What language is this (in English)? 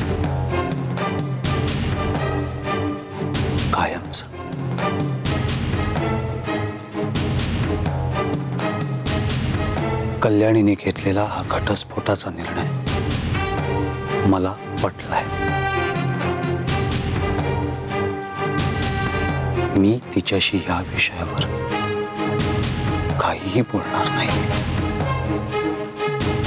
Marathi